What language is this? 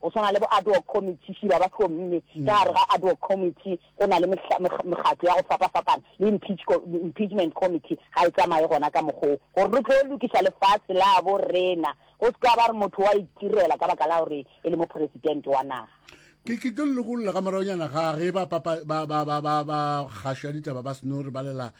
Northern Sotho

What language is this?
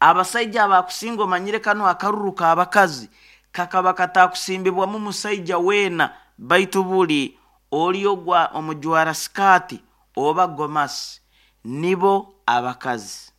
Nyoro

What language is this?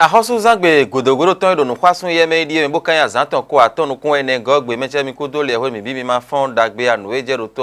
Fon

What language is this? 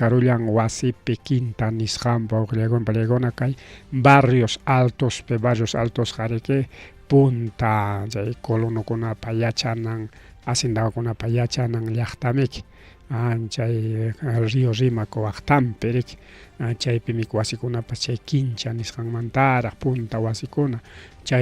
Ayacucho Quechua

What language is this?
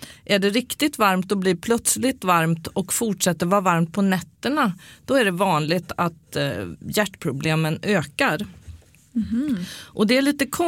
Swedish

